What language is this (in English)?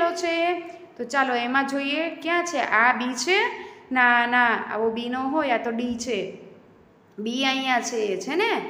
Gujarati